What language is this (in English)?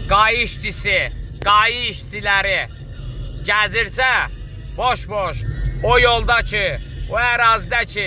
Azerbaijani